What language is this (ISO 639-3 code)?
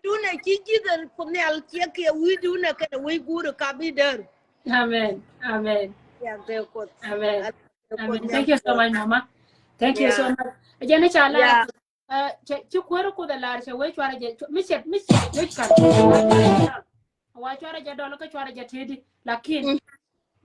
nus